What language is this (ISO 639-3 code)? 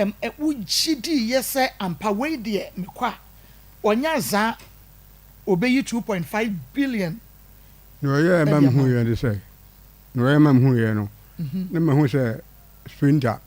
aka